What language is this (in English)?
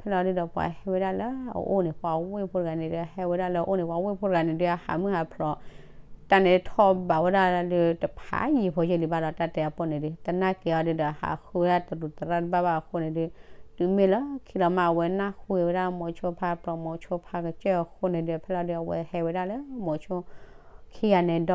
S'gaw Karen